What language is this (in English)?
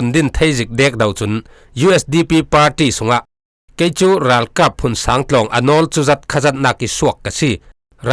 Falam Chin